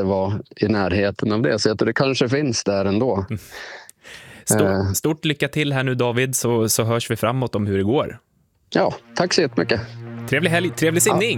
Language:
Swedish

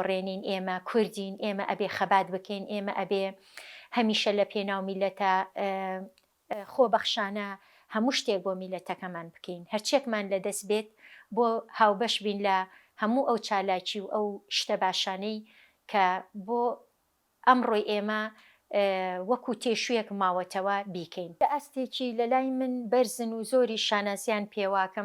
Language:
Central Kurdish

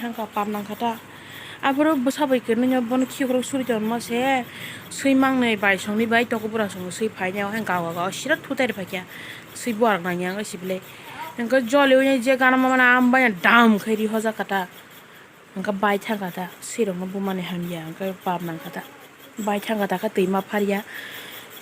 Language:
Kok Borok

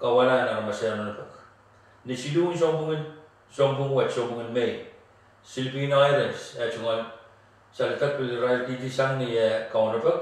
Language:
Pohnpeian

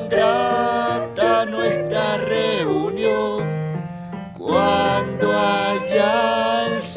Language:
Aymara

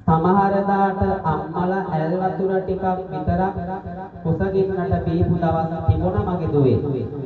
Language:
Sinhala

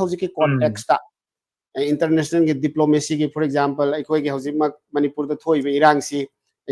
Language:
Manipuri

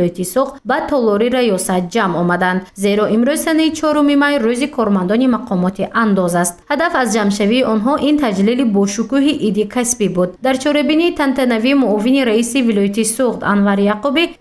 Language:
Tajik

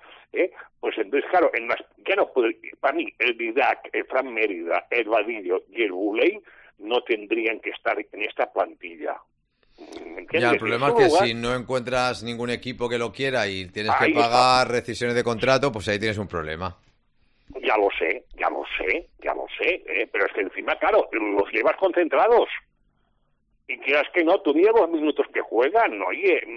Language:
Spanish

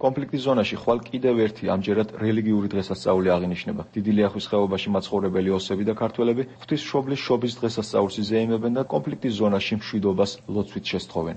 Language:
Georgian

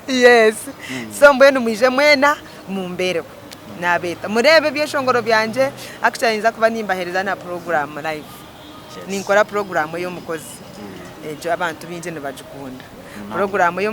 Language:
Nyankole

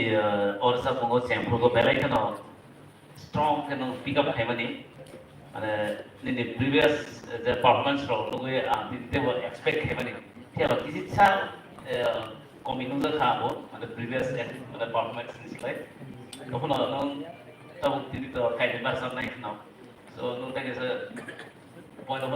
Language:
Kok Borok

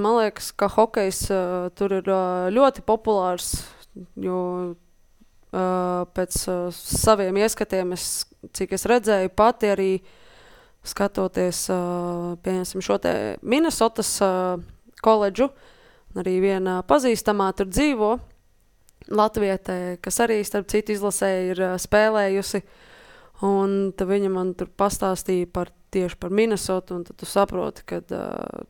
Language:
Latvian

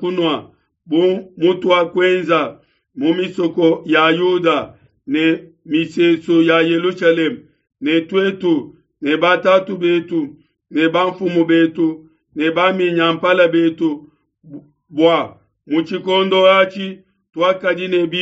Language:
Luba-Lulua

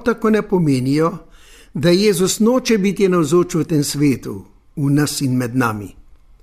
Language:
Slovenian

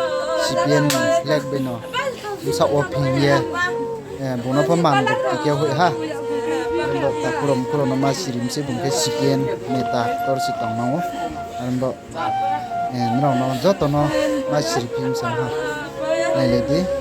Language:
Riang (India)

